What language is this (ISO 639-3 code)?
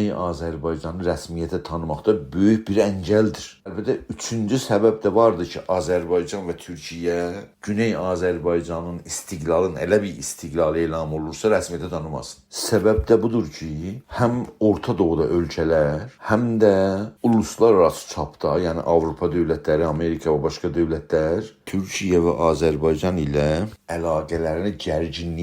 azb